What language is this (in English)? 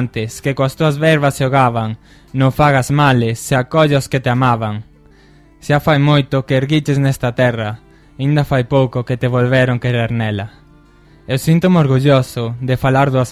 Galician